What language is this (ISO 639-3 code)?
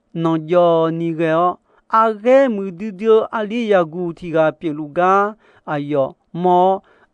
ahk